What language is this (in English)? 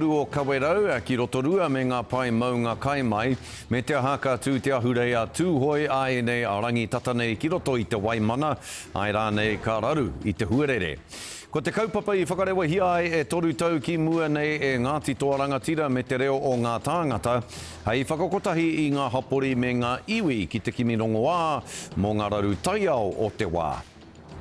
Māori